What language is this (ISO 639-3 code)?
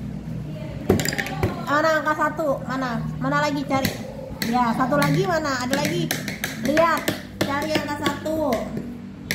ind